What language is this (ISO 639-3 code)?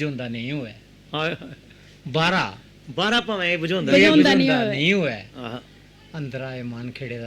doi